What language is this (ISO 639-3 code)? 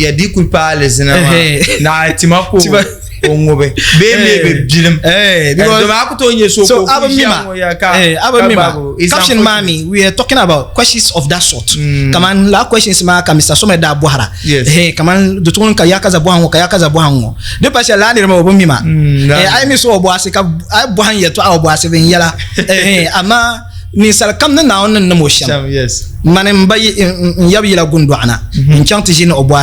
dag